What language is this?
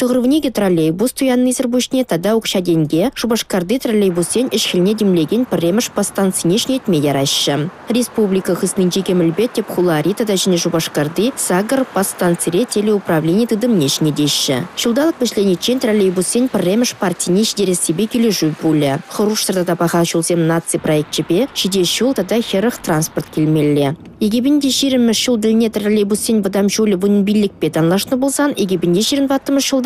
Chuvash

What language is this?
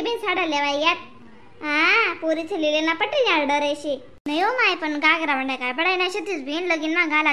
Khandesi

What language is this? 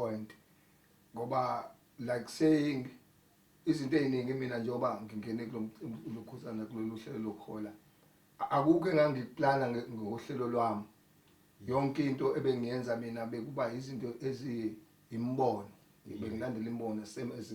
Zulu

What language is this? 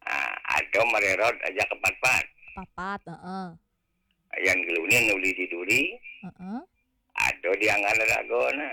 Balinese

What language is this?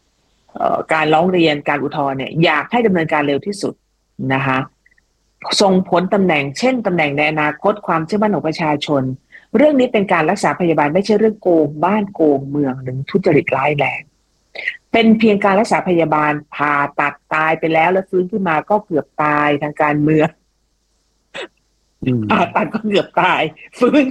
Thai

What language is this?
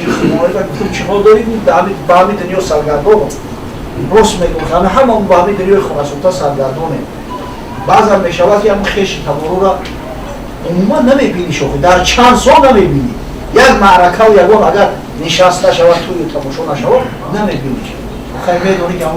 Tajik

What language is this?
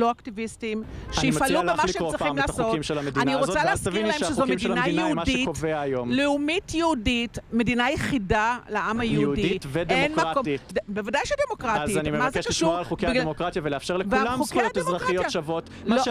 Hebrew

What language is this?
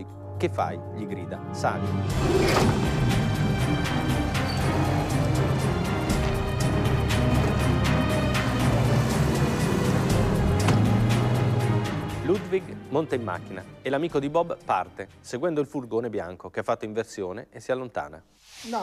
Italian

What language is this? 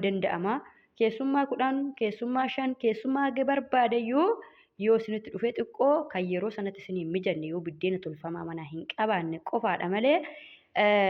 Oromo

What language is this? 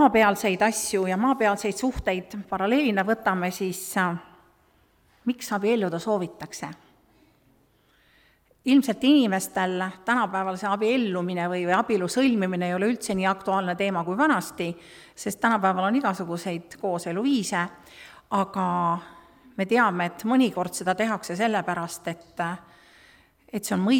Estonian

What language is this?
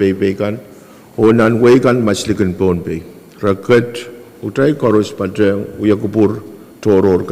Pohnpeian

